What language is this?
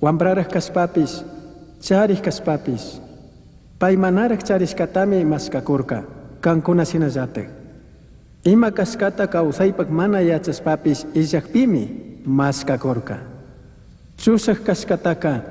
Chimborazo Highland Quichua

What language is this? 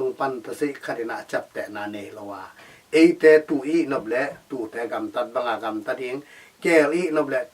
Tedim Chin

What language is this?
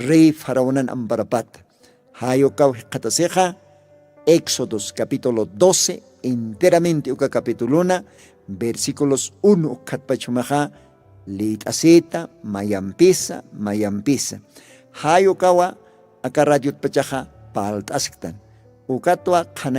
Aymara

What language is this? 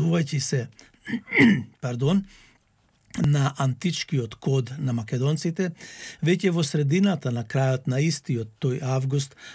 Macedonian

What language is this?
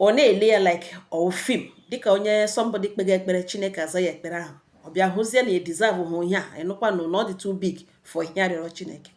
Igbo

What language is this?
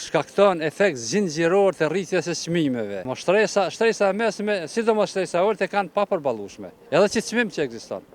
Albanian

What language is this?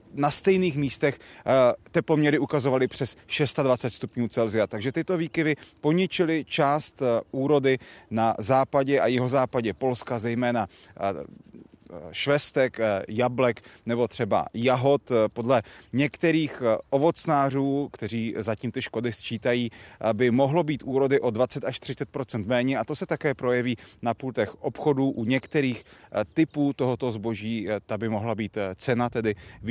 Czech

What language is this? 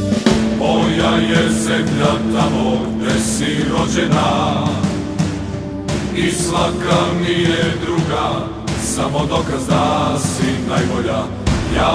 Serbian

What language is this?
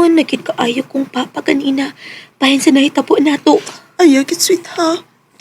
Cebuano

